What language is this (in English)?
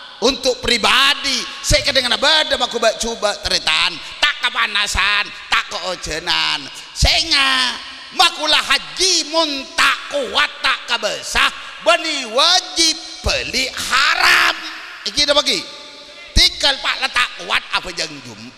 Madurese